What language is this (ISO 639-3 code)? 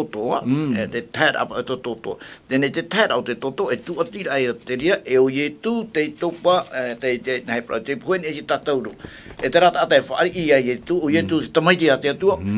tah